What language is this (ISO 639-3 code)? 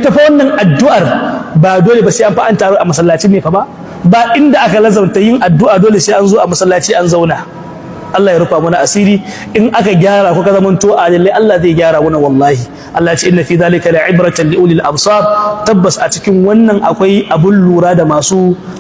hau